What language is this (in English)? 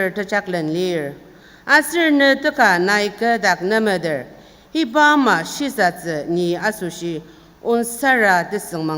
Ao Naga